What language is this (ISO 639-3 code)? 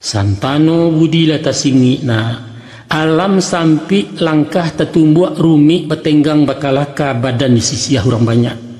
min